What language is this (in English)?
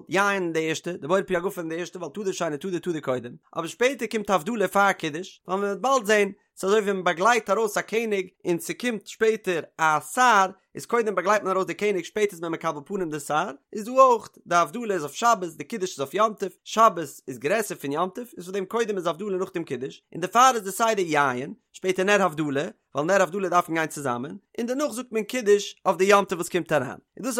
Yiddish